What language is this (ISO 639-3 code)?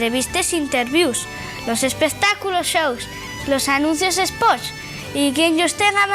ast